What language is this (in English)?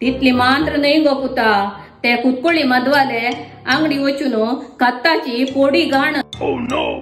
Konkani